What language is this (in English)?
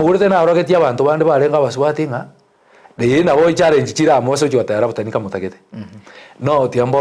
Gusii